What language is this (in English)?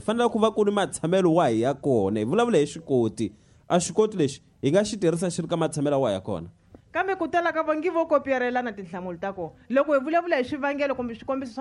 Tsonga